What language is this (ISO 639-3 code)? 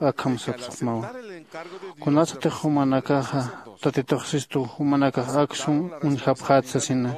aym